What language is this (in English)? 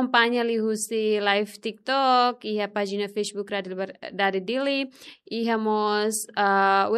Tetum